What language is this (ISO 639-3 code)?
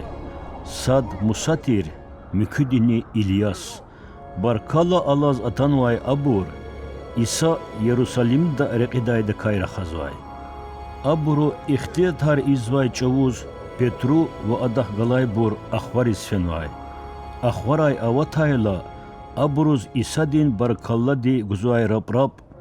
lez